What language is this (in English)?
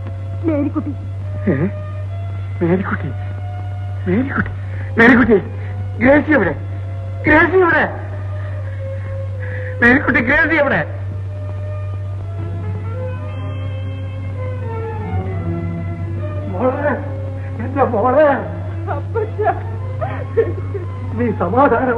Malayalam